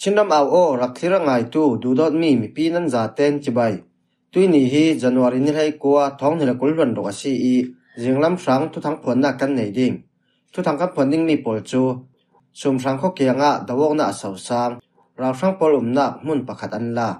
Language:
Falam Chin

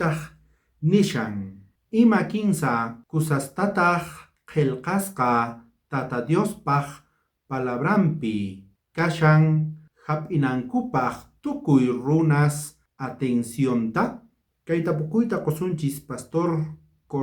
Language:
South Bolivian Quechua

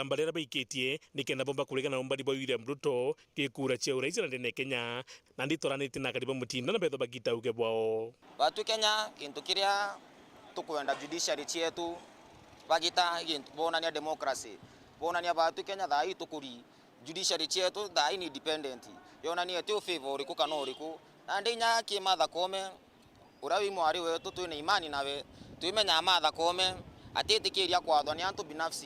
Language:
Meru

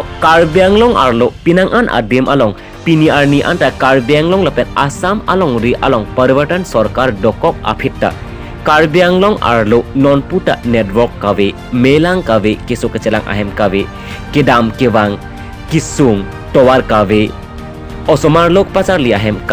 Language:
Karbi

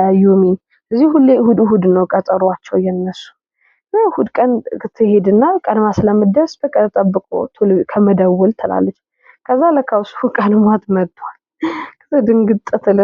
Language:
Amharic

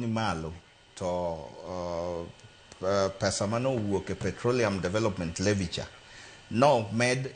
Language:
Luo (Kenya and Tanzania)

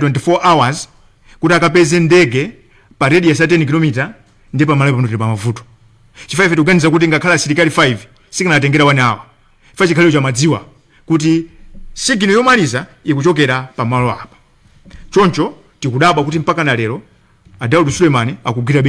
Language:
Nyanja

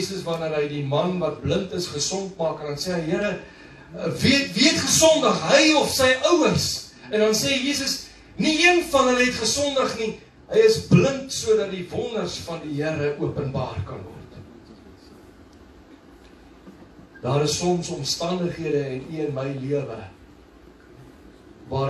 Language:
Afrikaans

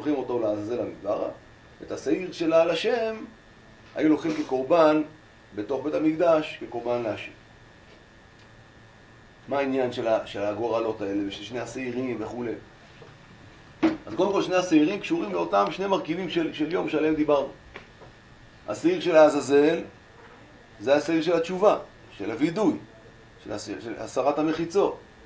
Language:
Hebrew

